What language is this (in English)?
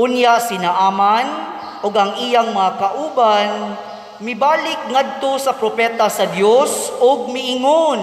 Cebuano